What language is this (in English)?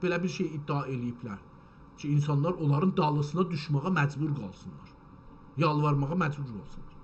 South Azerbaijani